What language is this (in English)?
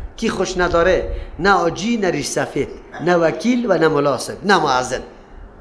Persian